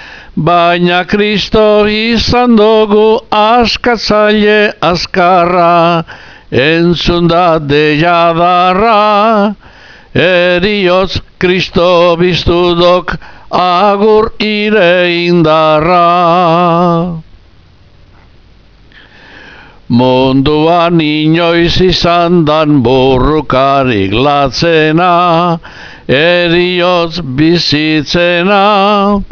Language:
Basque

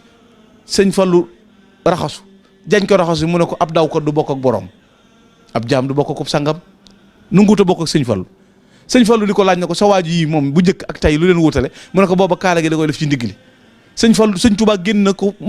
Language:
Wolof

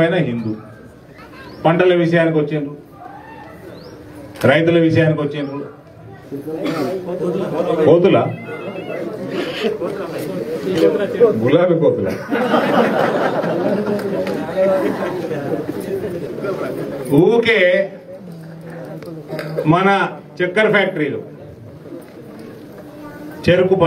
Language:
Telugu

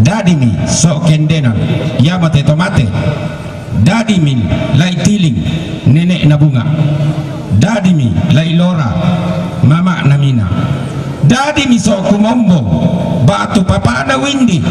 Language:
Toraja-Sa'dan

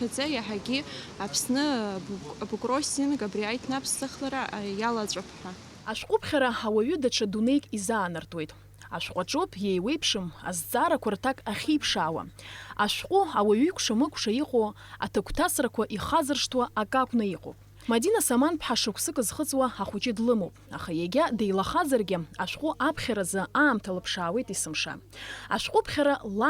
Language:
Abkhazian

